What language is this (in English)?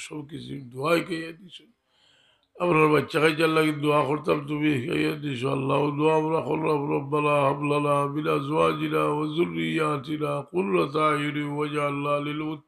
Sylheti